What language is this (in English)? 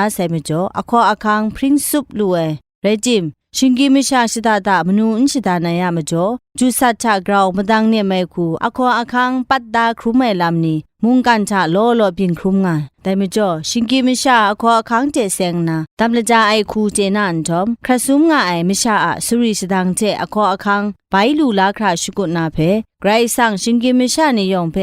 Kachin